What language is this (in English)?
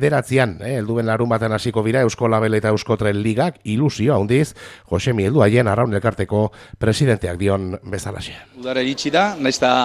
Basque